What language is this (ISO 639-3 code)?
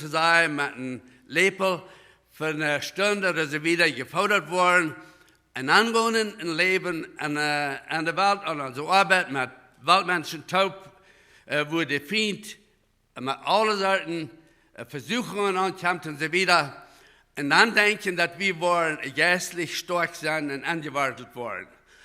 pdt